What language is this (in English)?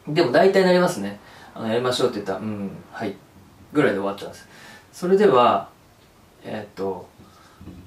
Japanese